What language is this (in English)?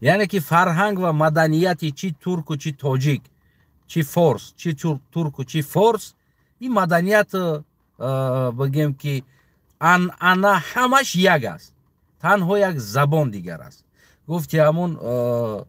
Tajik